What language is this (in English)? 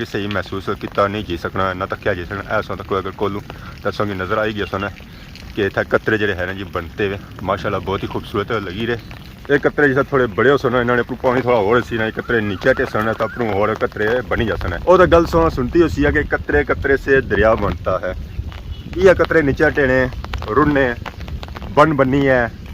Pahari-Potwari